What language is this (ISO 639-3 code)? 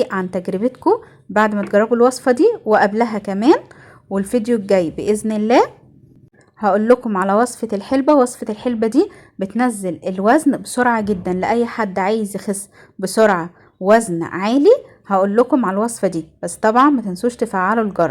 arz